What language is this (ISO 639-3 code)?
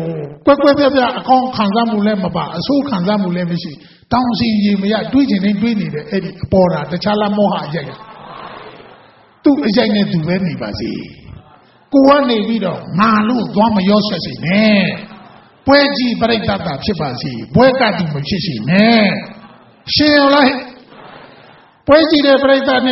mya